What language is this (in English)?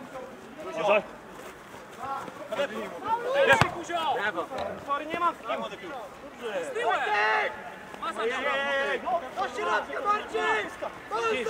Polish